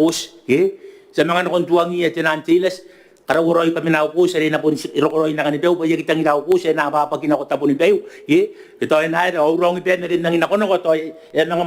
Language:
Gilbertese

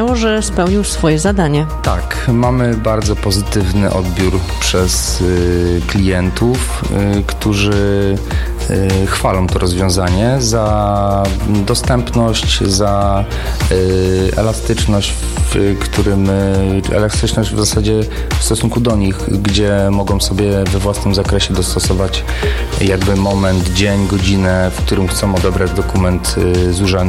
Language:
Polish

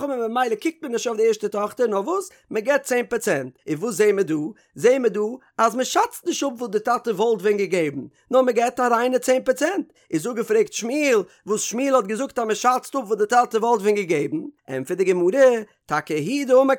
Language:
Yiddish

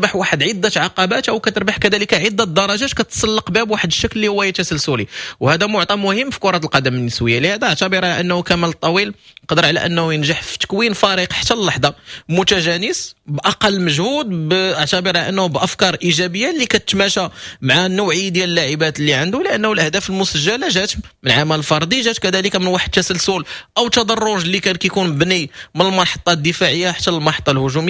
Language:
Moroccan Arabic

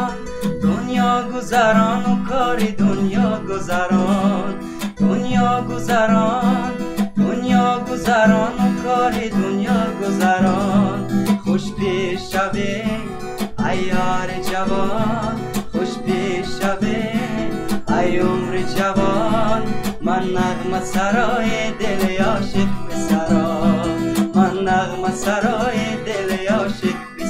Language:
Tajik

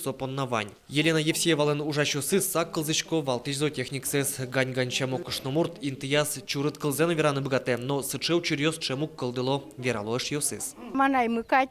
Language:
Udmurt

